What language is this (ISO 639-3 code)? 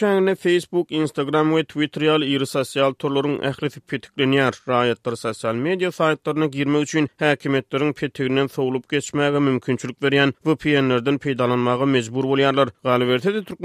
tuk